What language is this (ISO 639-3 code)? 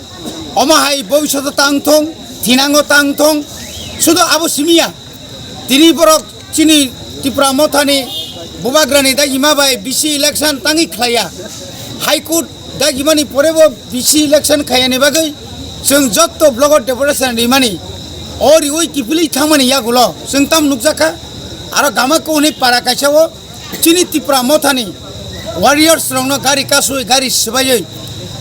trp